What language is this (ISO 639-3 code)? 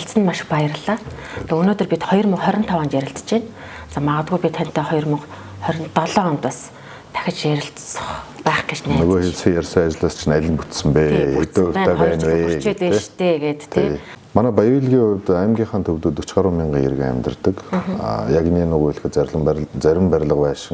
mon